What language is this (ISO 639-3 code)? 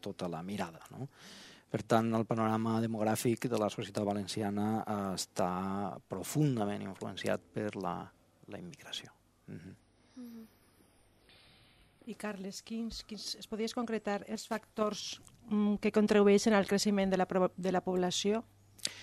cat